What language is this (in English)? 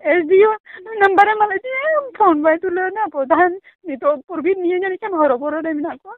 Santali